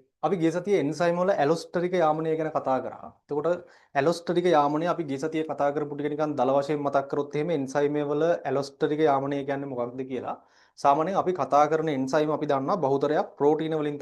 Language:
Sinhala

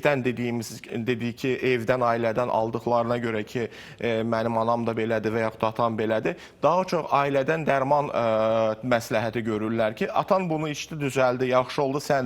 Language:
Azerbaijani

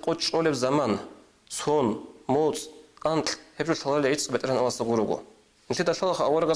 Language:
Avaric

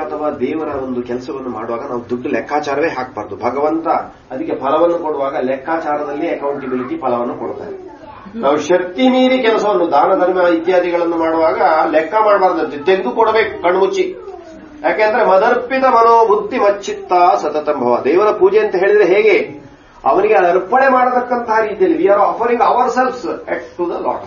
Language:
Kannada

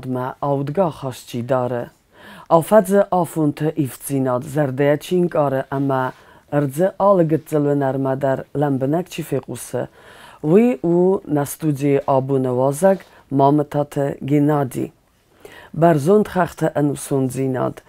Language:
Ossetic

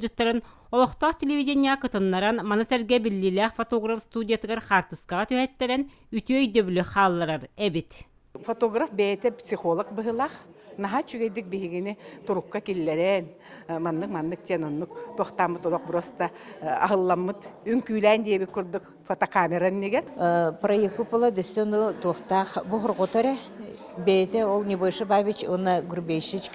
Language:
Yakut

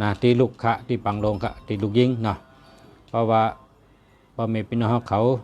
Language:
Shan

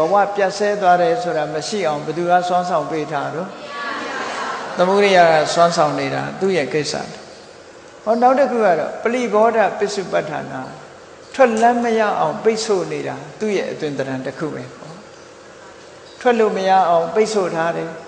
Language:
Burmese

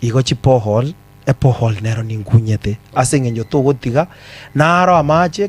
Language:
Gusii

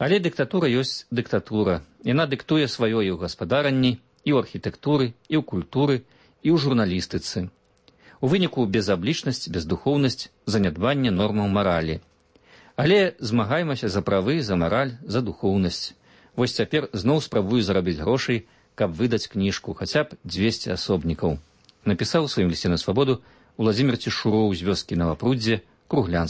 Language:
Belarusian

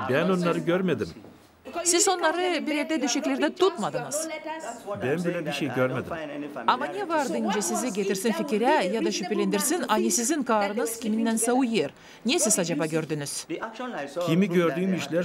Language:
Gagauz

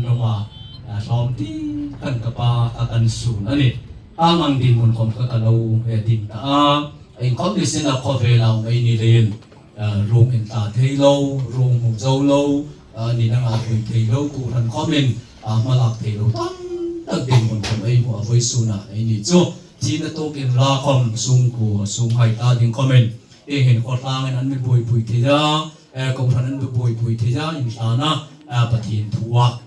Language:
Hmar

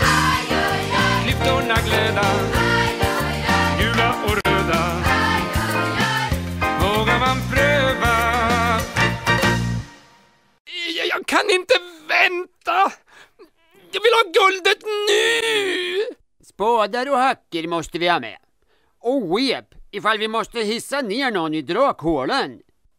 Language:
Swedish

